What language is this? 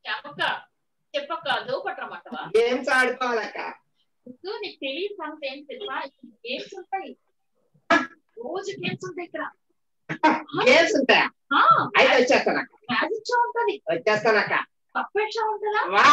Telugu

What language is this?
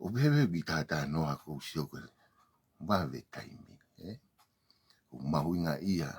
Tongan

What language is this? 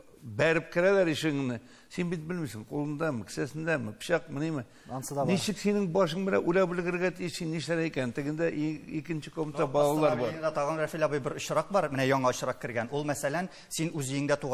Tatar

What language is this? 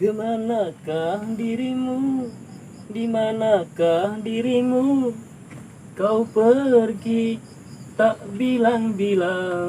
Betawi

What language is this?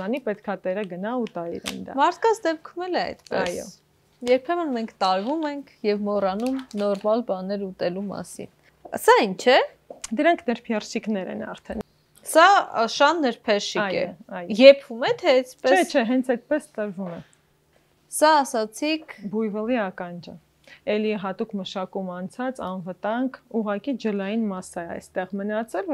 Armenian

